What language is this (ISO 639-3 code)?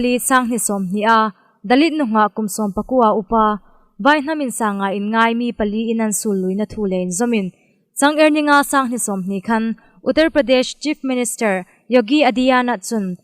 hmr